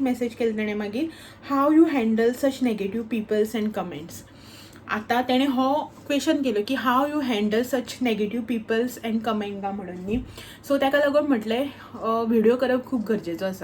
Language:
Konkani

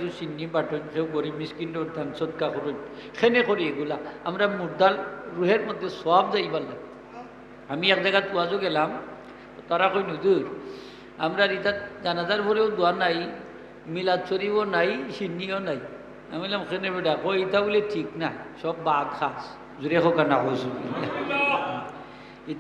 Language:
Sylheti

